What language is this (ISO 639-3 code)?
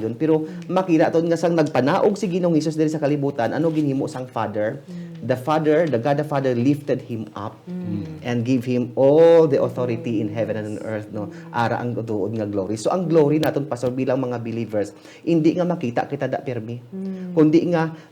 hil